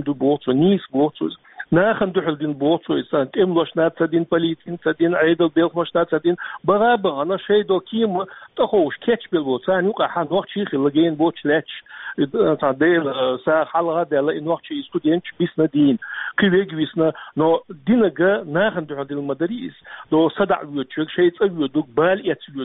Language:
Chechen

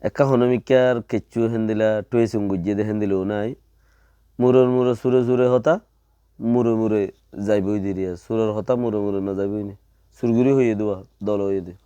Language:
Rohingya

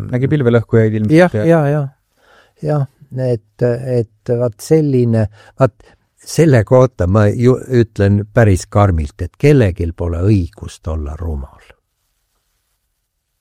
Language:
Estonian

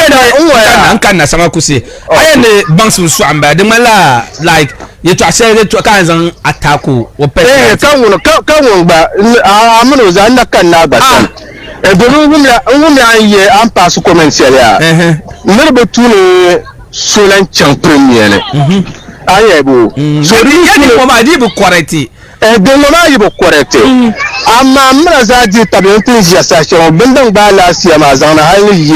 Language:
Dagbani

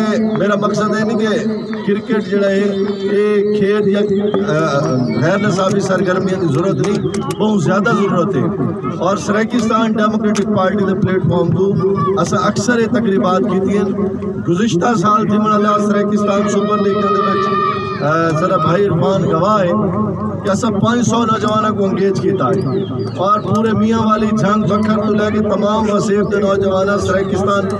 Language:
Saraiki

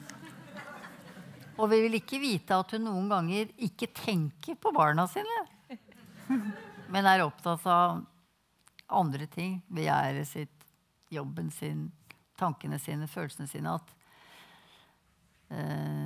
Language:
Norwegian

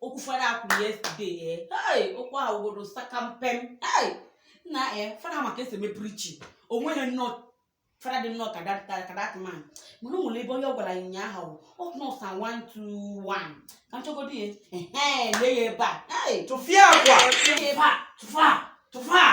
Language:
Igbo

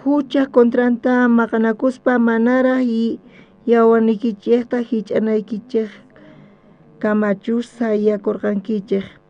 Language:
South Bolivian Quechua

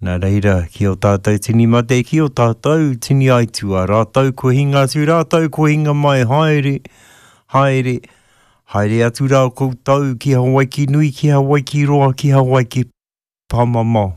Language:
Māori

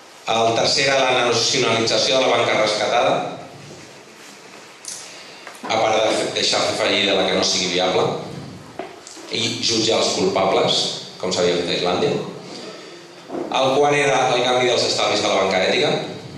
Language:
Catalan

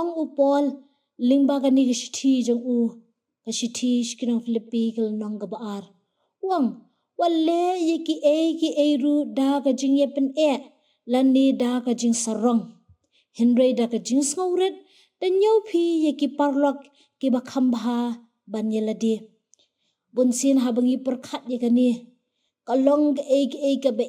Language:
Khasi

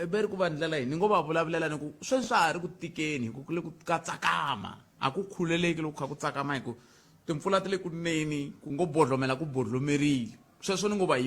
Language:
Tsonga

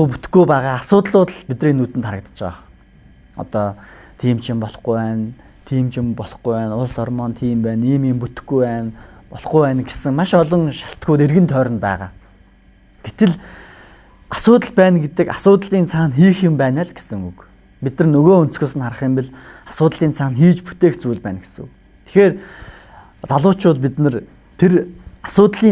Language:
Mongolian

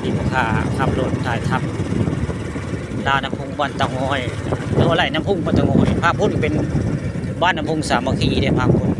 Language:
Northeastern Thai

